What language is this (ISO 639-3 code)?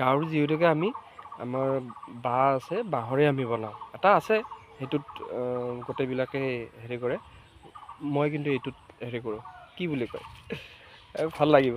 asm